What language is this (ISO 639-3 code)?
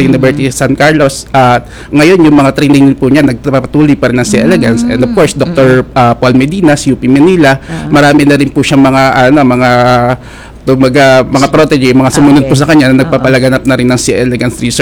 fil